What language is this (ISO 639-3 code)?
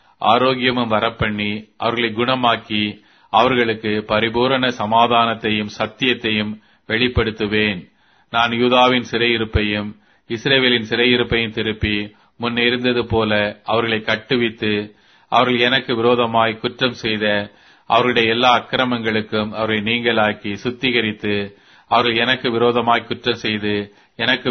tam